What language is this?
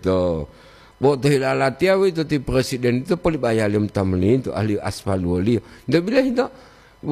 Gorontalo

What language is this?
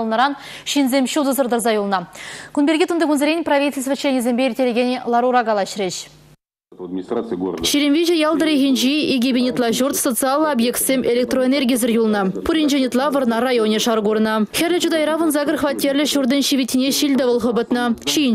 Chuvash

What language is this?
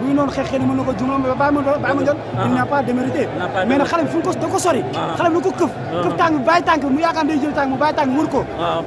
Wolof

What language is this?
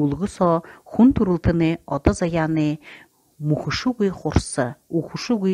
Buriat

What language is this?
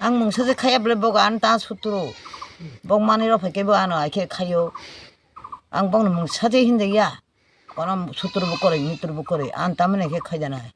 Kok Borok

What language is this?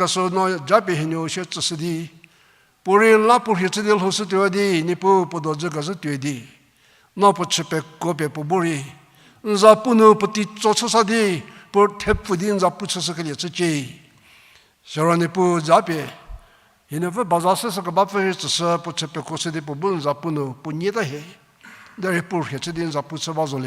Angami Naga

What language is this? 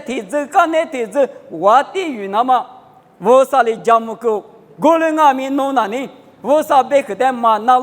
Lisu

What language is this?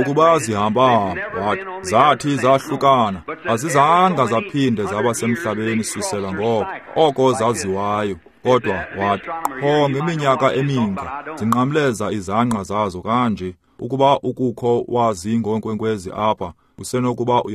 Xhosa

